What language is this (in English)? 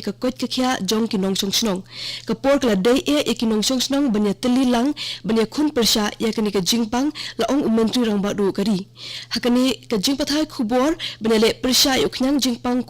Khasi